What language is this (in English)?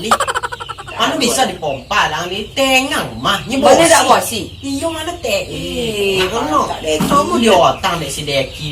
Minangkabau